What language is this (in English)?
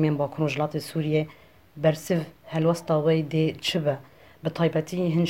Kurdish